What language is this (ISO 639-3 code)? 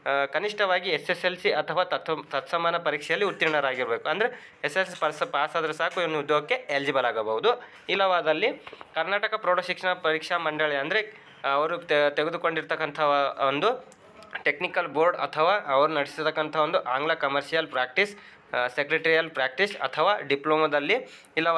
kan